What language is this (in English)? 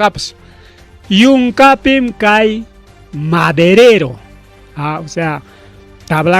Ayacucho Quechua